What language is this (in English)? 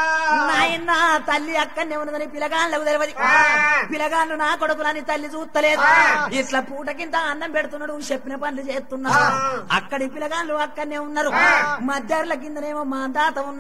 Telugu